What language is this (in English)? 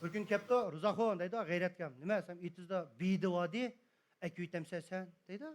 Uyghur